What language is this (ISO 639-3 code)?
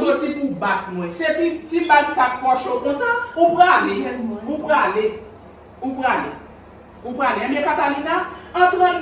hat